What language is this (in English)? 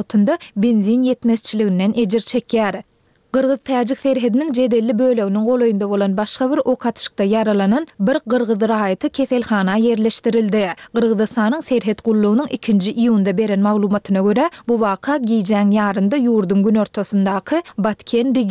Turkmen